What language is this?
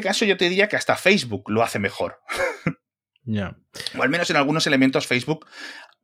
Spanish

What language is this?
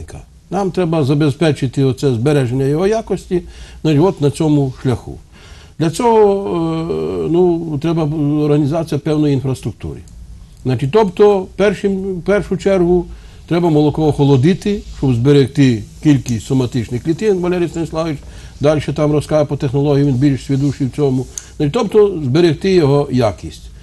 Ukrainian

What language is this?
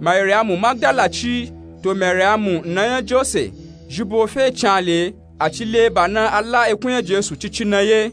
Nupe-Nupe-Tako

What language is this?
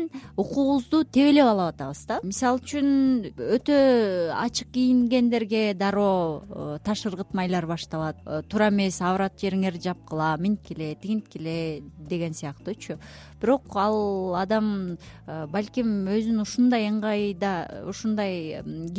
Kyrgyz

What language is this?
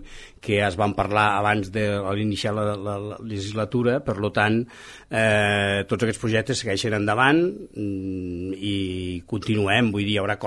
Catalan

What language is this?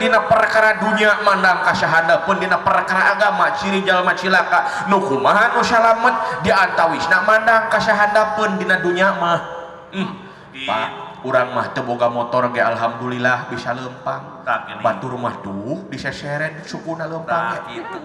Sundanese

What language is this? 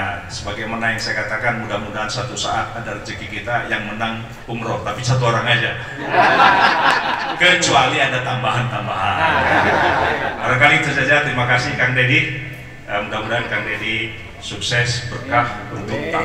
Indonesian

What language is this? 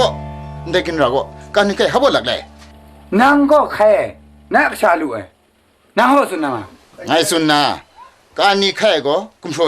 Kachin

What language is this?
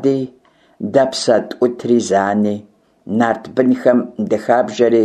Kabardian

